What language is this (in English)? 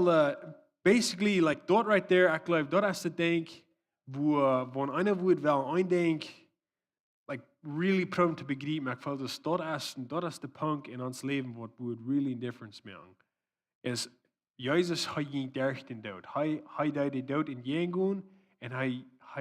Plautdietsch